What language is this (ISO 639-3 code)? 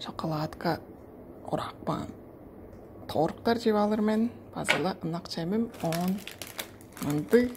tyv